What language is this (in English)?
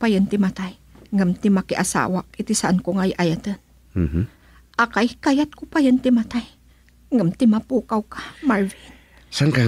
Iloko